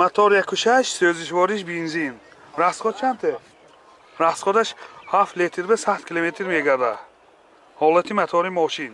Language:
Tajik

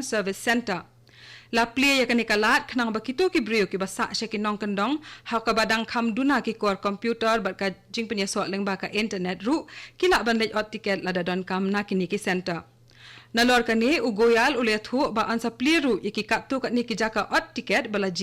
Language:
Khasi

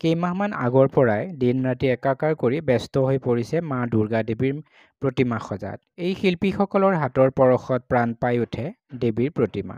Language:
Assamese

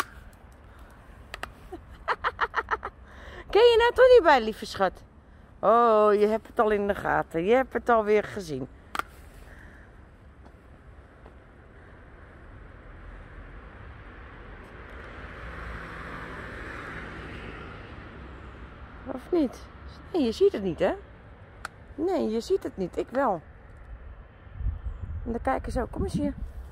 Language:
Dutch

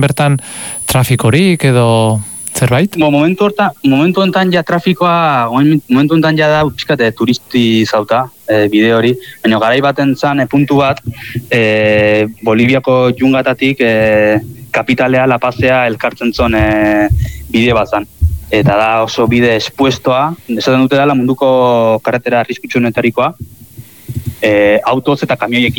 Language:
Basque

